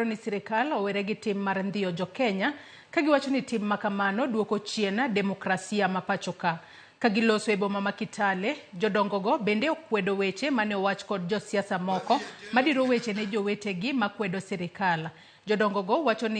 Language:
Luo (Kenya and Tanzania)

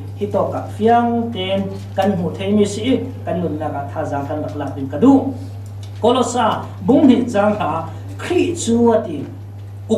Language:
Falam Chin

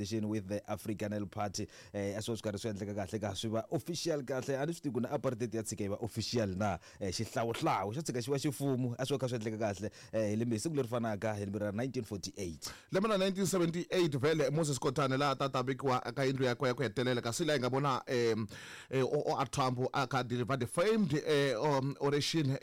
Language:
Tsonga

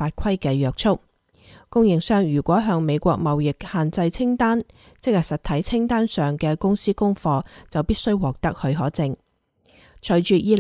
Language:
Cantonese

